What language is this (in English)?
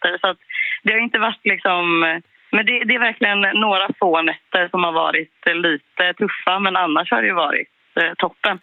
Swedish